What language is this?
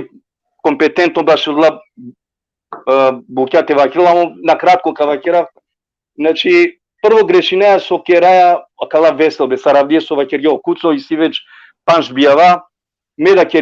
Balkan Romani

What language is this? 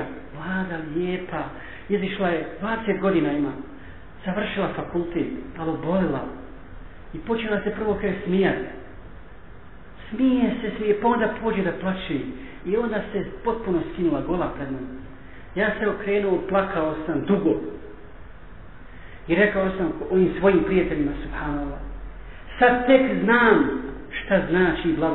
Bosnian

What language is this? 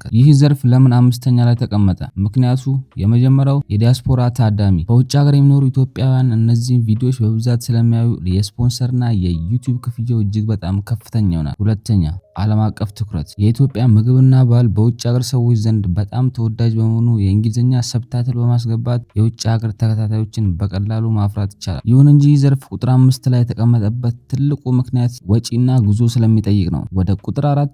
Amharic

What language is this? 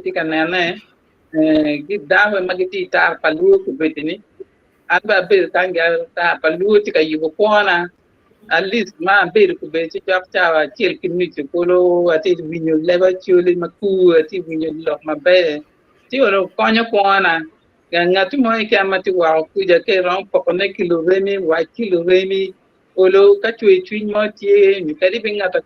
Acoli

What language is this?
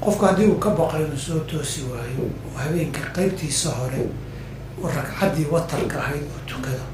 Somali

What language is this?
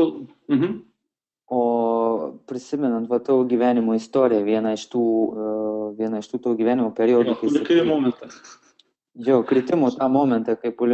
Lithuanian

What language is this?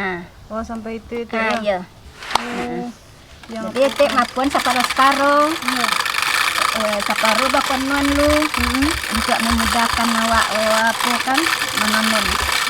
Minangkabau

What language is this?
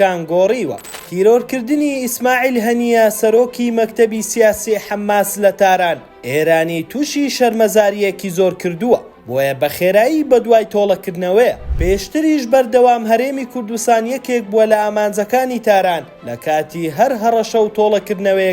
Central Kurdish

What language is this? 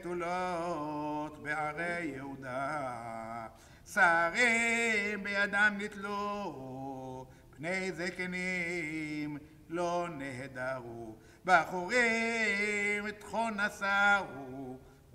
Hebrew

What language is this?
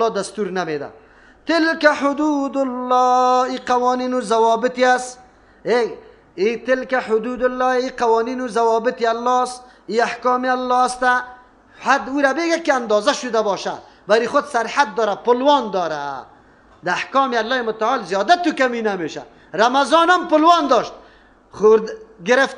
Persian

